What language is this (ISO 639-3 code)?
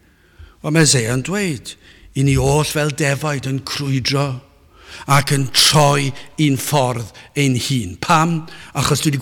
cym